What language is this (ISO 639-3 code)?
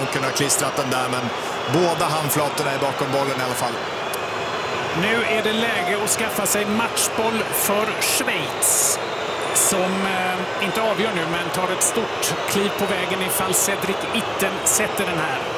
swe